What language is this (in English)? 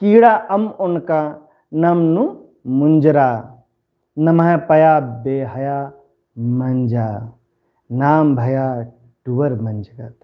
Kurukh